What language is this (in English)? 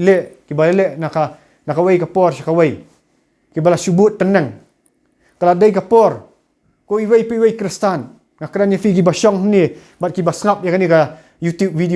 Khasi